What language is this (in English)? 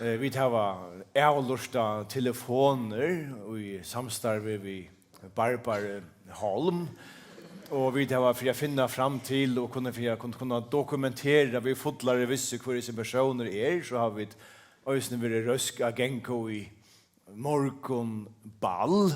Faroese